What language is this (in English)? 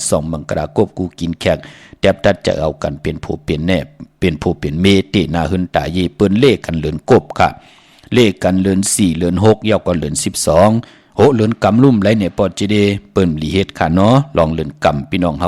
Shan